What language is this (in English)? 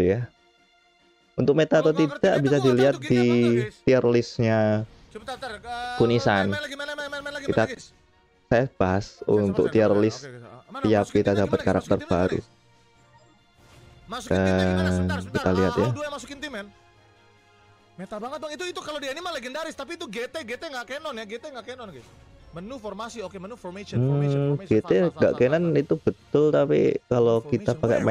Indonesian